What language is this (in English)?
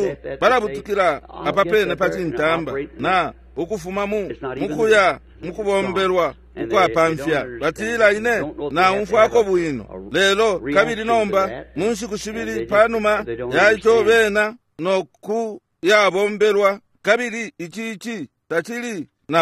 Bemba